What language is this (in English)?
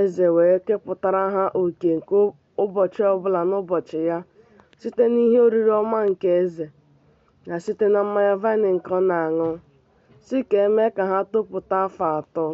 Igbo